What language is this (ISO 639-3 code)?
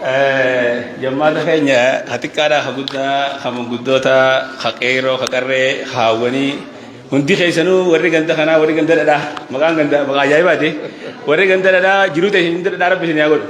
orm